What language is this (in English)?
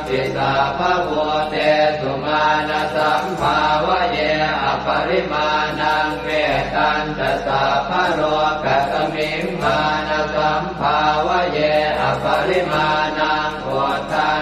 Pali